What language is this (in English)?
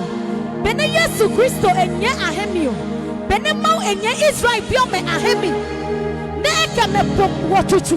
Adangme